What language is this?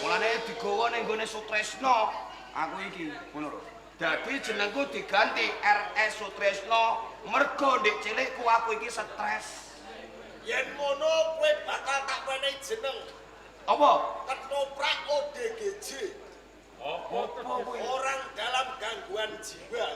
Javanese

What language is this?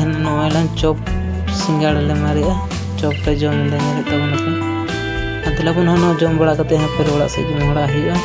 Santali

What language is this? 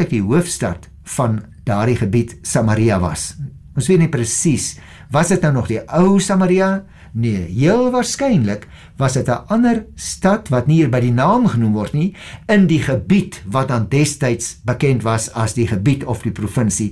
Afrikaans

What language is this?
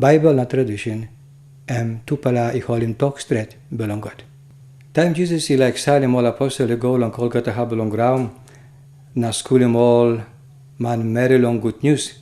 Tok Pisin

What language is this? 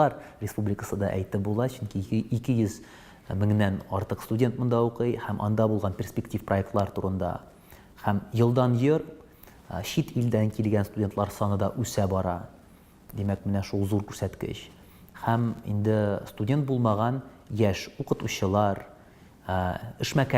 Tatar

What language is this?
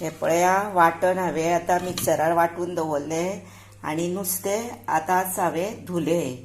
Konkani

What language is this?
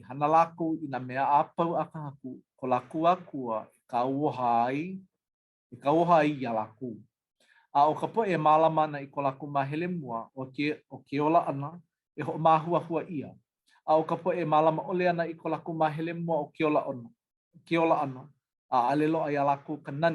Hawaiian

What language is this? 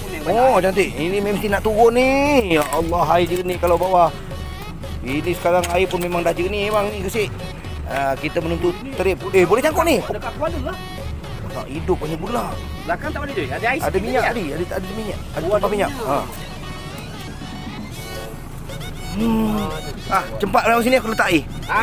Malay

